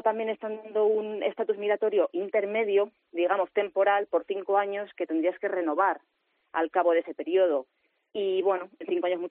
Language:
Spanish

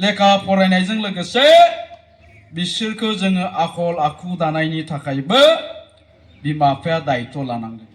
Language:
Bodo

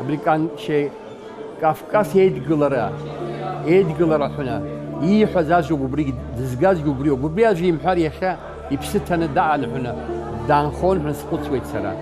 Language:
Abkhazian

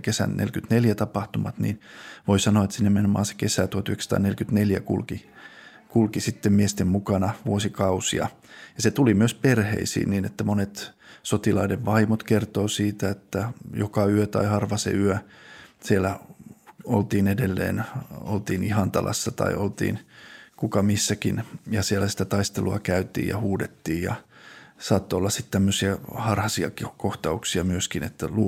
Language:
Finnish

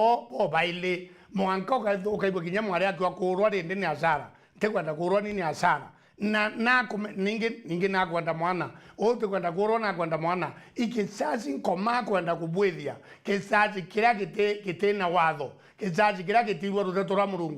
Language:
Meru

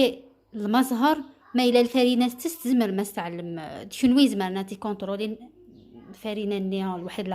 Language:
Algerian Arabic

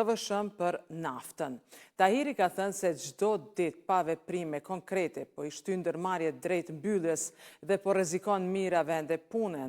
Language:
Albanian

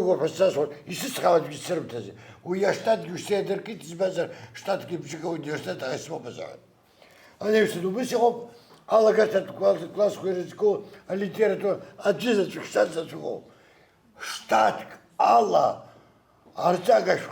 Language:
Abkhazian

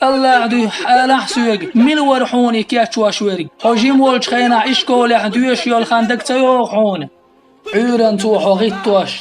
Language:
Chechen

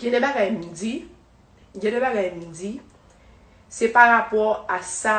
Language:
Haitian Creole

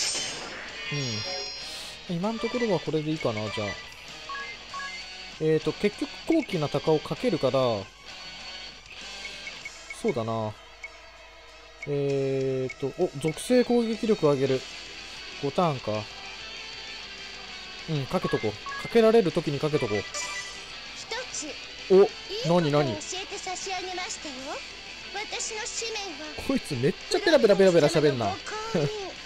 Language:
Japanese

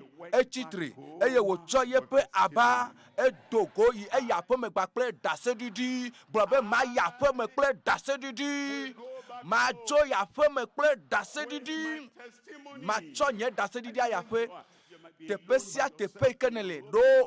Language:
Ewe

